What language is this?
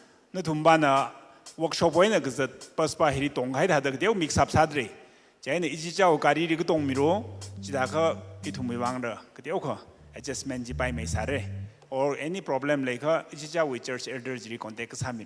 Tangkhul Naga (India)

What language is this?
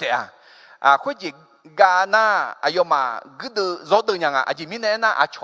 Akha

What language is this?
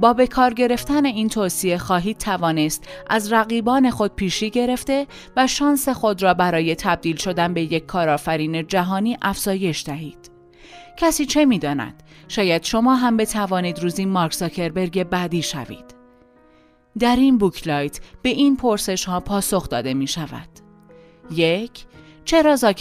Persian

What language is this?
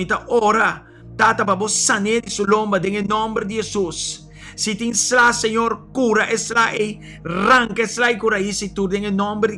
Papiamento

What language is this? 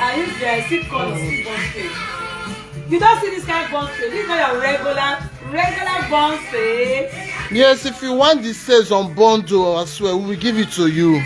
Nigerian Pidgin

